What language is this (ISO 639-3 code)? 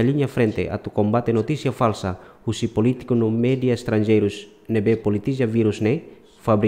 tet